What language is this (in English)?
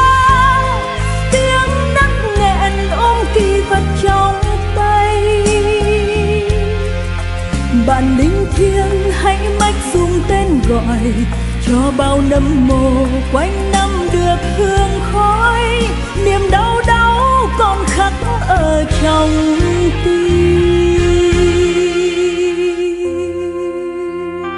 Vietnamese